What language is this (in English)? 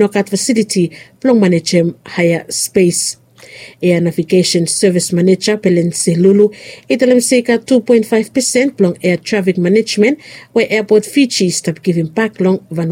Bislama